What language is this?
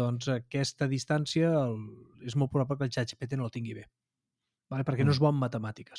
Catalan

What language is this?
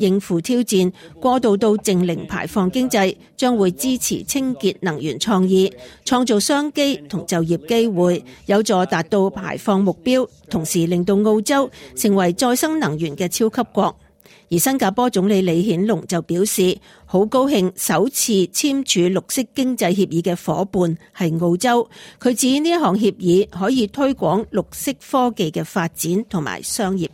Cantonese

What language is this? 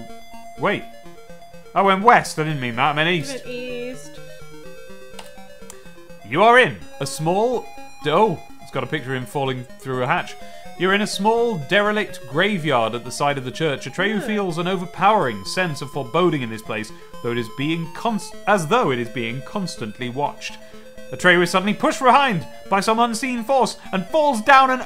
English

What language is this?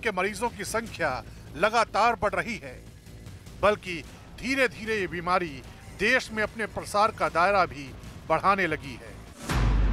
Hindi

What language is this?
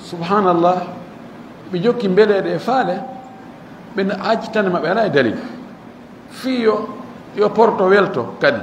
Fula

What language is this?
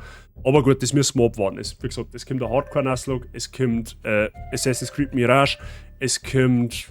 Bavarian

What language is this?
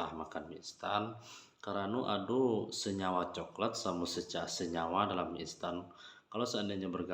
Minangkabau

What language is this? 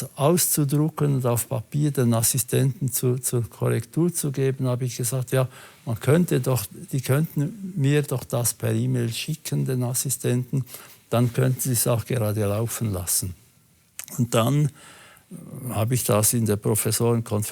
Swiss German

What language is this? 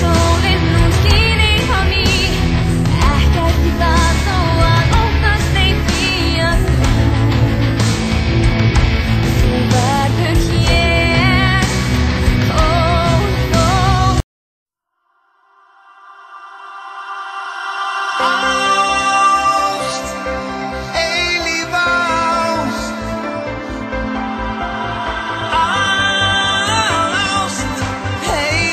Icelandic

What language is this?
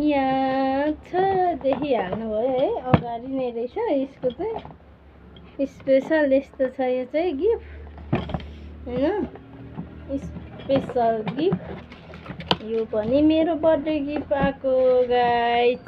Nepali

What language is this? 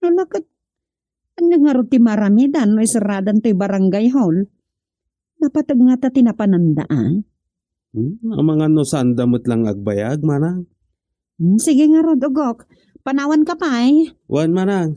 Iloko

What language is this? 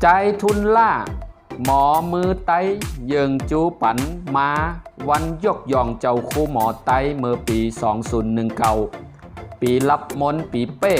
Shan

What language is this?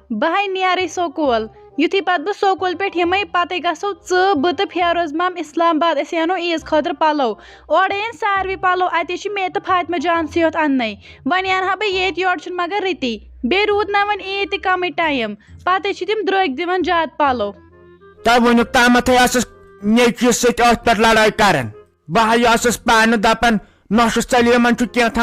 Kashmiri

